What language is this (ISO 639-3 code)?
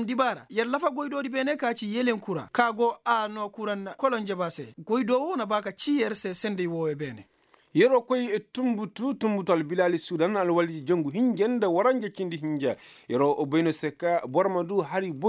ses